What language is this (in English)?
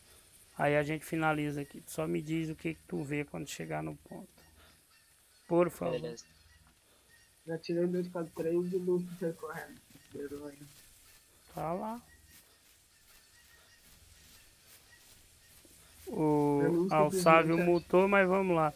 Portuguese